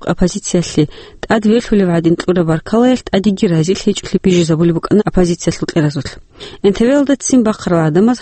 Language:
Avaric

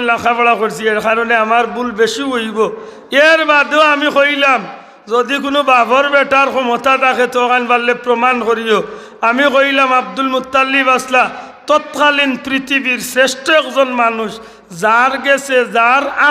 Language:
Sylheti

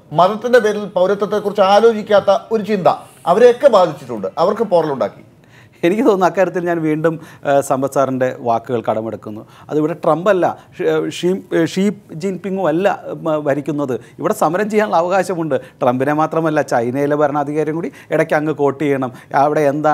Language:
Malayalam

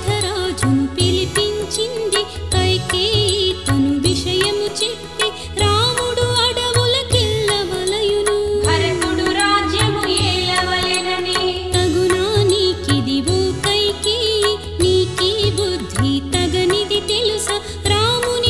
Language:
Telugu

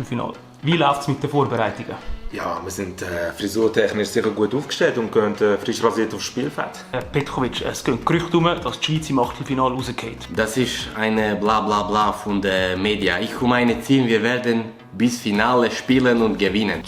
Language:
Swiss German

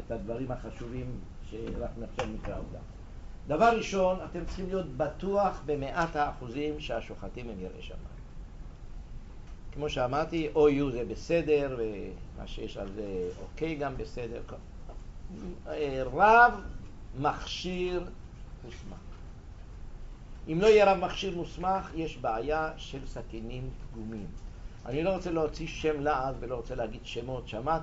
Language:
Hebrew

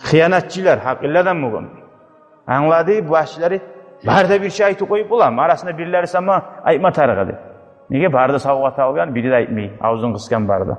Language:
Kumyk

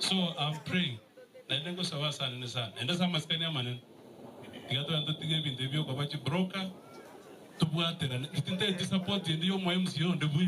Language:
Gusii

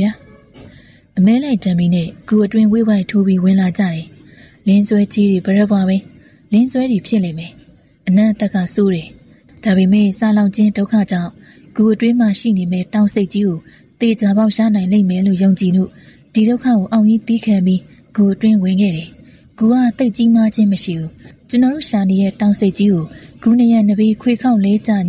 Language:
Burmese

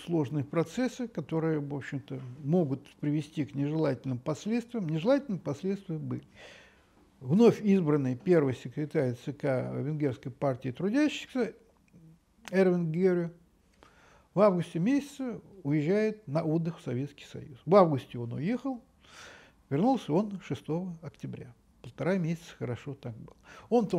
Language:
Russian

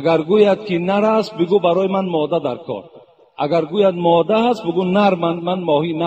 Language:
Tajik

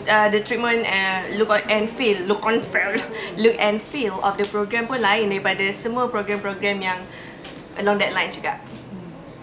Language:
Malay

